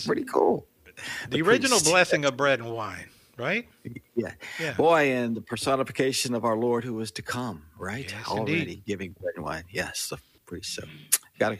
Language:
English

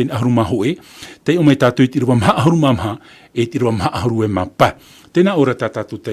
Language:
Tahitian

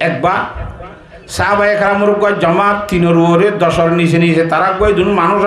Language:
Rohingya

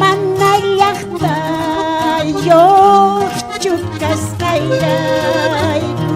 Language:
South Bolivian Quechua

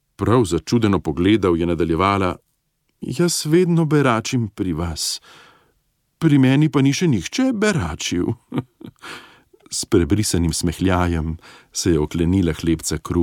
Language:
Slovenian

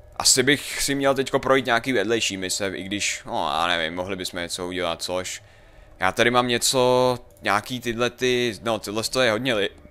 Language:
Czech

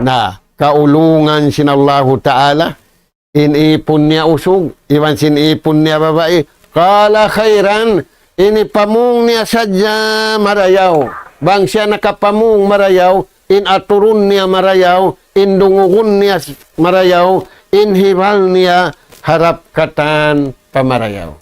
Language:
Tausug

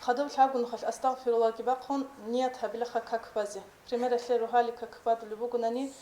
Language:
Avaric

